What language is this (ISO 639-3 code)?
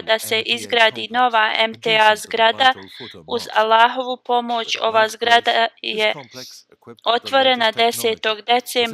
bos